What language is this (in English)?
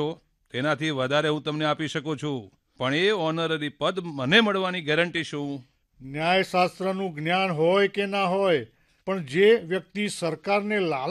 Gujarati